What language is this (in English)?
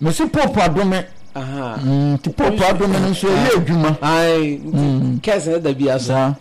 Akan